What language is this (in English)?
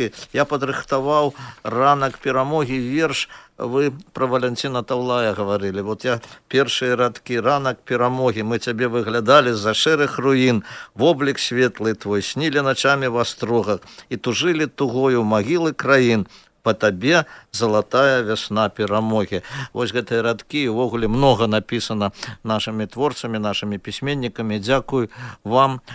Belarusian